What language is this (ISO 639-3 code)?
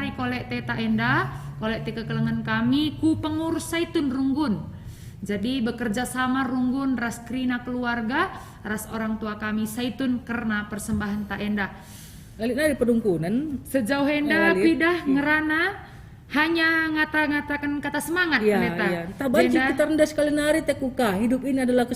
btx